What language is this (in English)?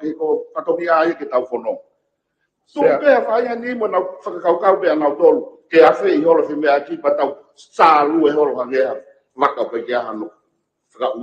Tongan